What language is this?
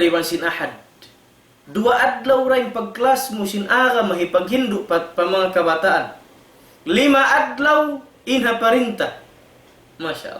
Tausug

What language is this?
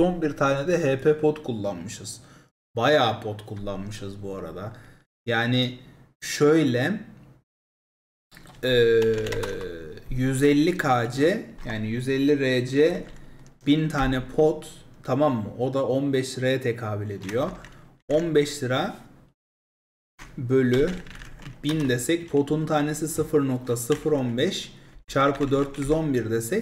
Turkish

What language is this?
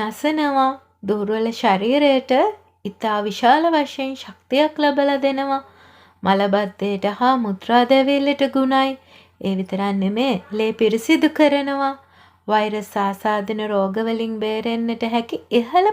Sinhala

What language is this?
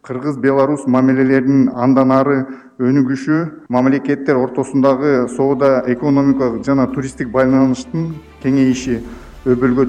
Kyrgyz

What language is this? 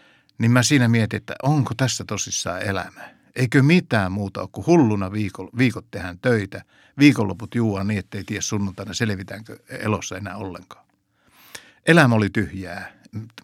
Finnish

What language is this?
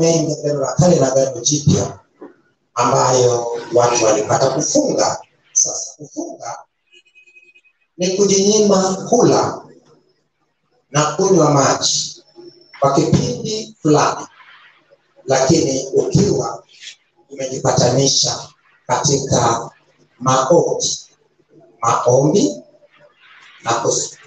Swahili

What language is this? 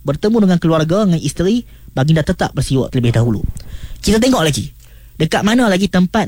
Malay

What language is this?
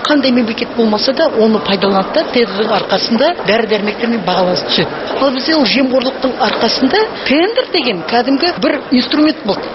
Kazakh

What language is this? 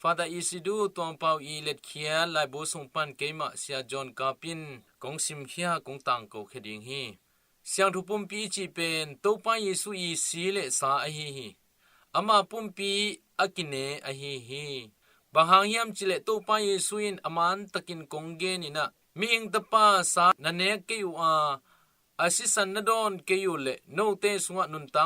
Tedim Chin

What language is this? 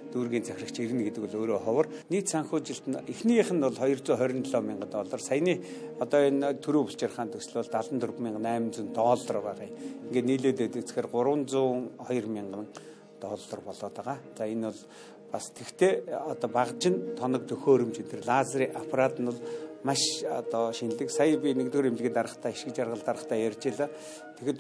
Mongolian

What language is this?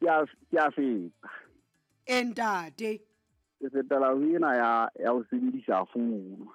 Southern Sotho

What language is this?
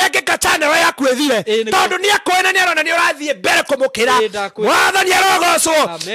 Kikuyu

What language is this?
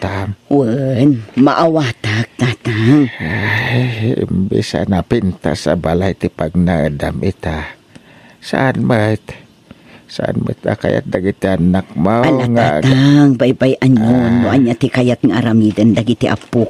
Iloko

